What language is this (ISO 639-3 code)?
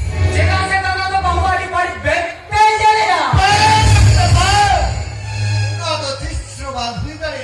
sat